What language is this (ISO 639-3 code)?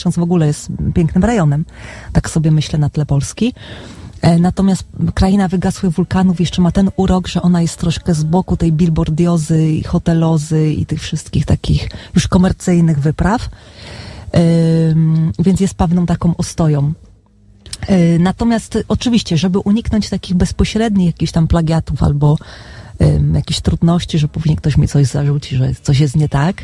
pol